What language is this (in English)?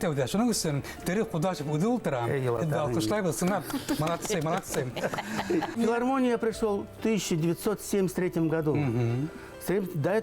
Bashkir